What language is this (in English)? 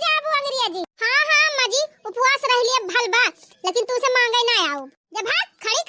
Awadhi